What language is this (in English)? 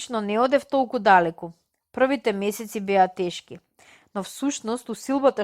Macedonian